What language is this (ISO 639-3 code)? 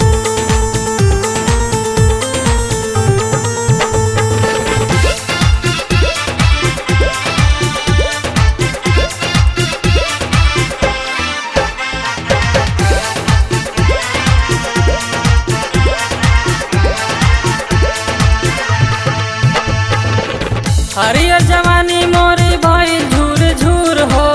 bho